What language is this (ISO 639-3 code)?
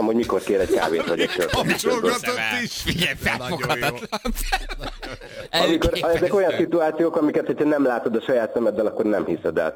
hun